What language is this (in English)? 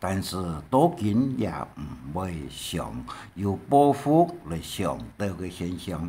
Hakka Chinese